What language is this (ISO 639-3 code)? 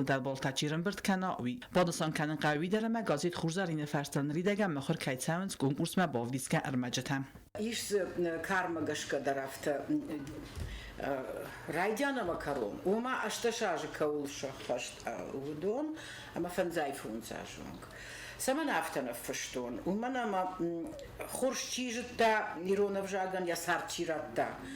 oss